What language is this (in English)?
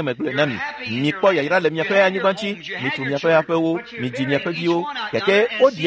Ewe